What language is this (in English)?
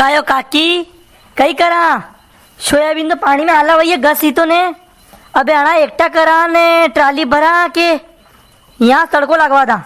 Rajasthani